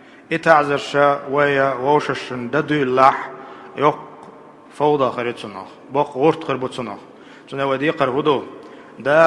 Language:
Chechen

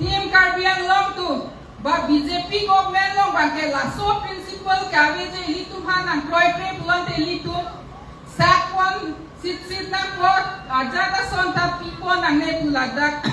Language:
Karbi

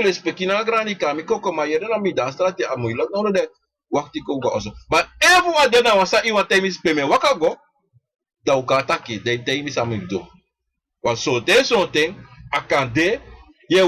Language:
Sranan Tongo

